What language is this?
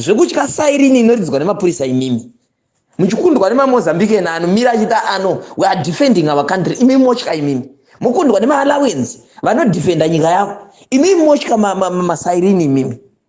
Shona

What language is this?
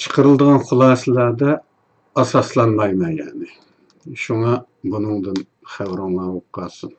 Uyghur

